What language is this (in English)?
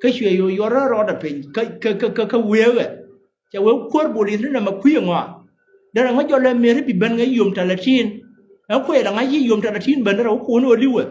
Nuer